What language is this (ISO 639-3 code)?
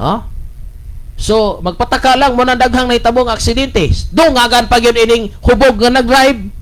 ceb